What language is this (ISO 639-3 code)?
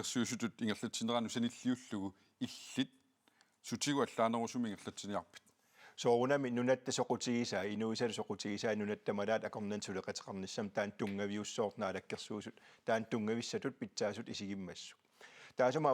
kal